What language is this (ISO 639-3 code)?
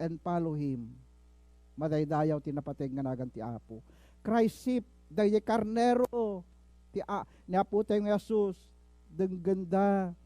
ilo